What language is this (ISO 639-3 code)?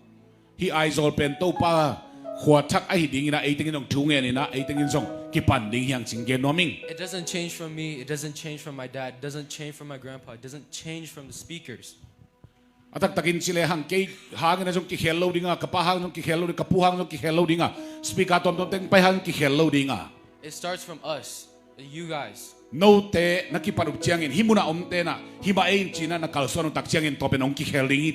ctd